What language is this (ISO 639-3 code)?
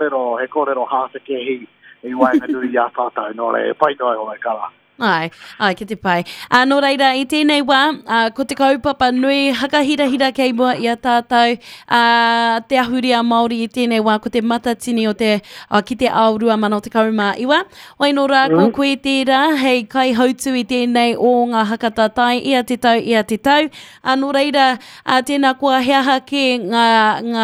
mri